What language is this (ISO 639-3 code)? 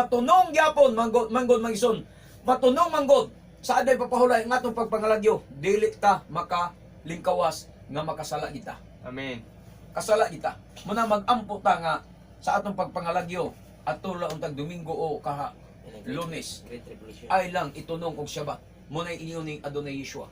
ceb